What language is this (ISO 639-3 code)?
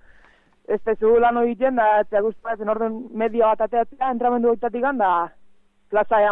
eus